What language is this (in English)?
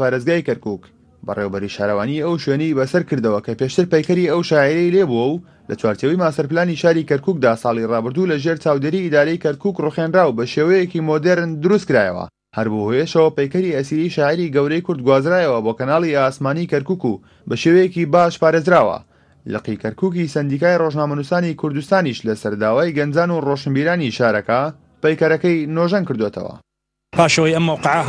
Central Kurdish